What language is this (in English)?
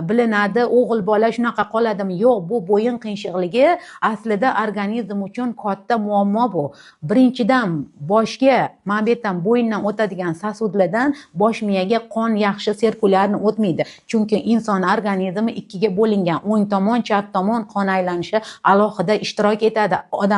Uzbek